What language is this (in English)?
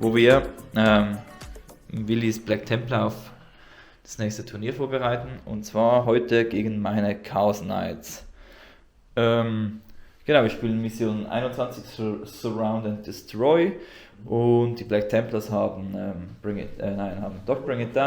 Swiss German